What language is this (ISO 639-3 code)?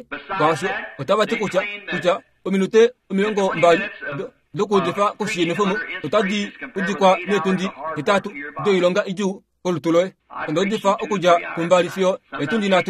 kua